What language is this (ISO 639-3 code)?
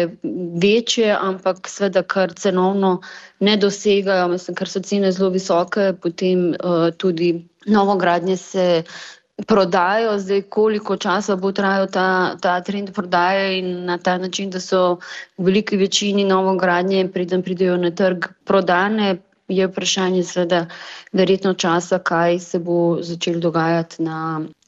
slv